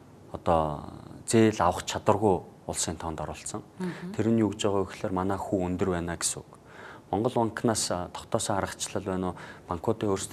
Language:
Mongolian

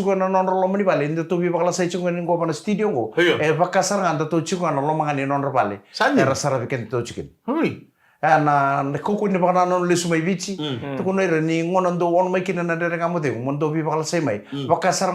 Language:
Fijian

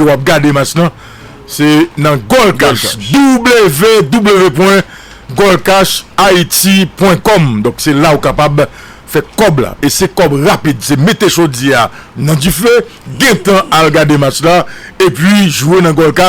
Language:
Haitian Creole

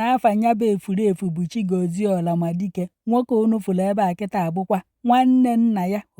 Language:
Igbo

